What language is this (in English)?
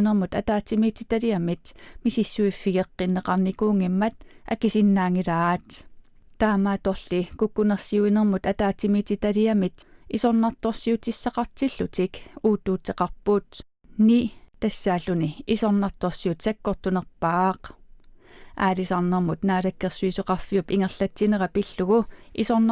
Kalaallisut